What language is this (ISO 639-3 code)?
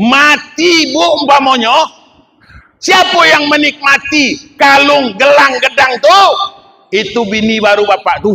min